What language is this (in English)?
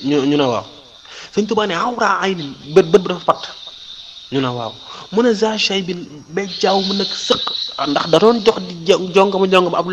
Wolof